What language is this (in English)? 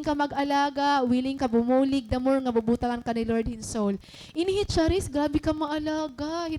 Waray